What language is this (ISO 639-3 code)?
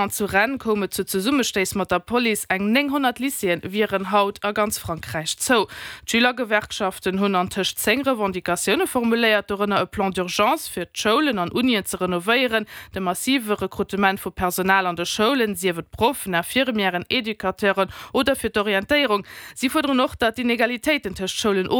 ltz